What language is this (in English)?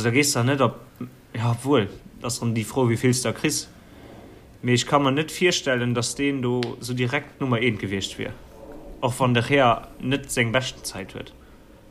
Luxembourgish